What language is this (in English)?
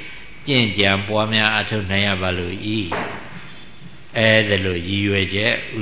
Burmese